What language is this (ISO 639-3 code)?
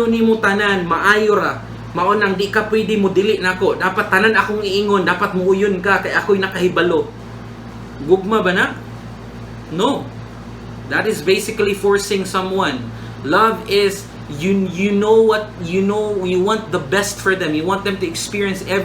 ceb